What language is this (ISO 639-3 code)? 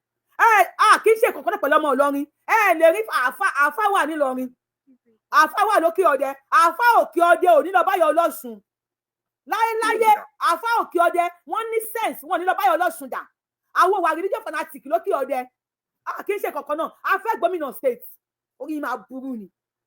yor